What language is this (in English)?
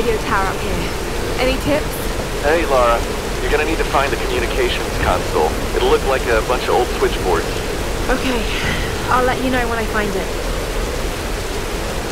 English